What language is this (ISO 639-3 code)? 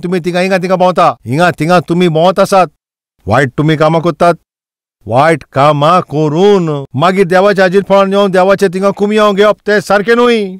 kok